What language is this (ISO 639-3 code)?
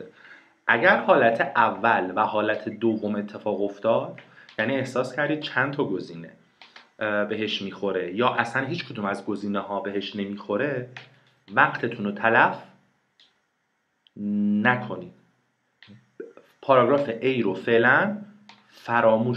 fas